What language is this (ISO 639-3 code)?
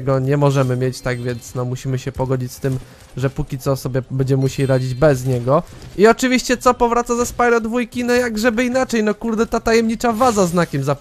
pol